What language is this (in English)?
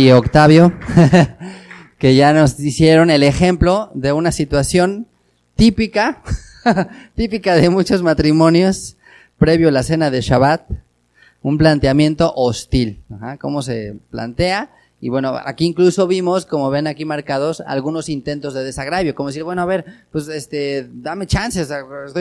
Spanish